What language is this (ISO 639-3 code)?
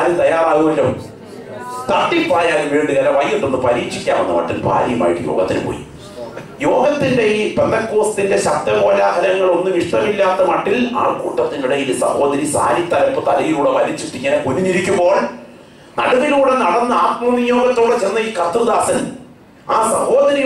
mal